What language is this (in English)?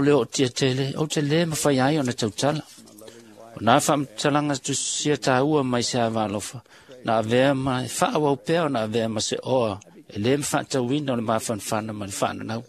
Samoan